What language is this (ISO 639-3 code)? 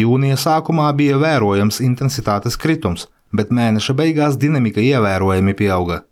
lav